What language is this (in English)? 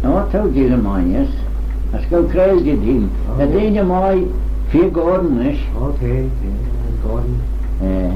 Manx